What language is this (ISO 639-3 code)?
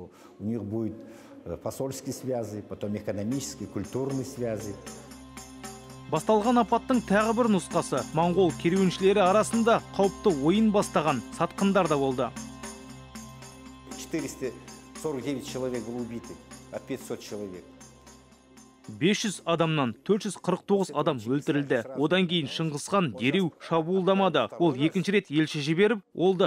kaz